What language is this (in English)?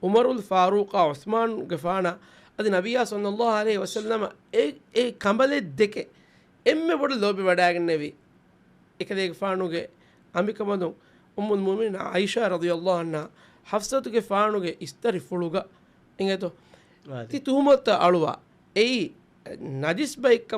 Divehi